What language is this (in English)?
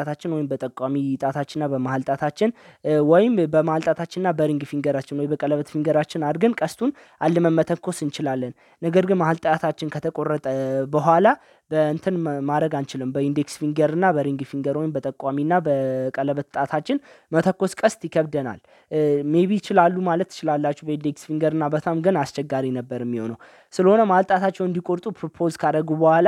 Amharic